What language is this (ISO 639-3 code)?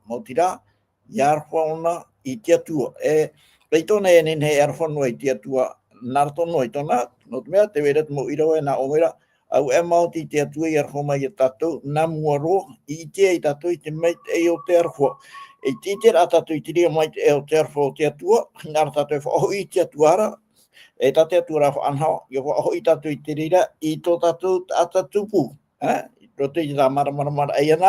tah